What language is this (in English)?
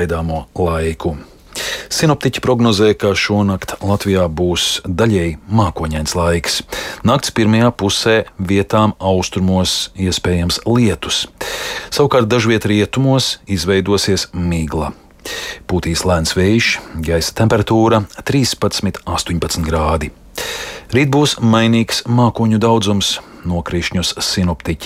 Latvian